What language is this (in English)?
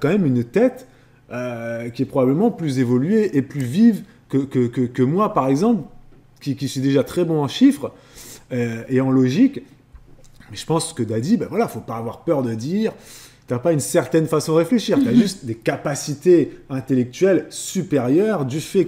French